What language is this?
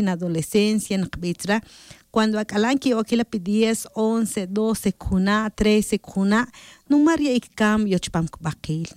Tz'utujil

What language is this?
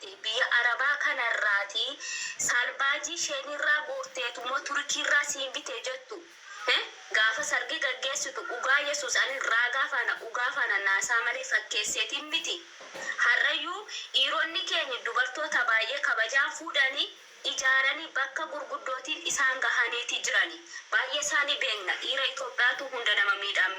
Oromo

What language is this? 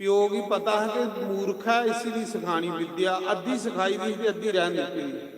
Dogri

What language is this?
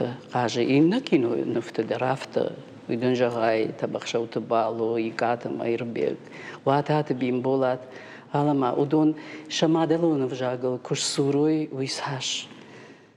Ossetic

